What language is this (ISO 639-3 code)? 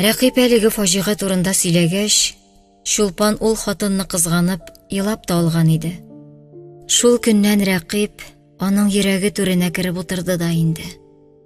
tat